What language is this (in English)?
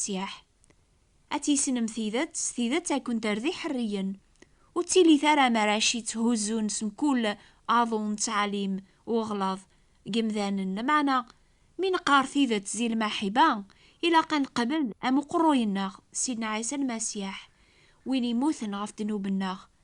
Kabyle